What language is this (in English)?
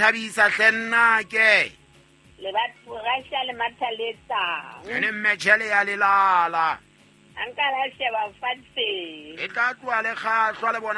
Southern Sotho